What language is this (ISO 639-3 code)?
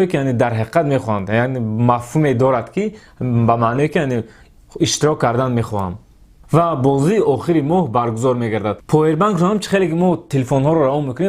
tgk